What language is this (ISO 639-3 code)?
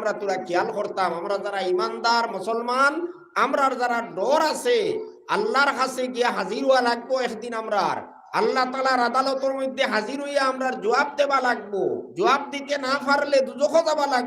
syl